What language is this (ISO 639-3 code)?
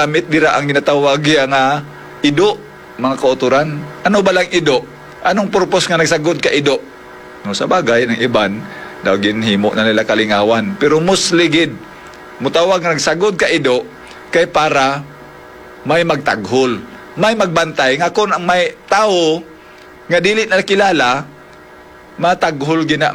hil